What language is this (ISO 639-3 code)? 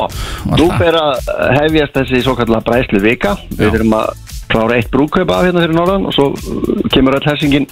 isl